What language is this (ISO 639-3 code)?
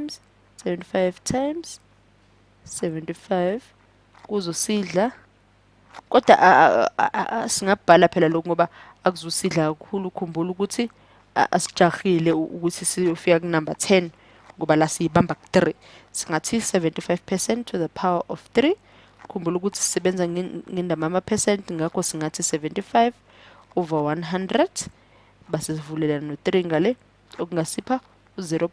zul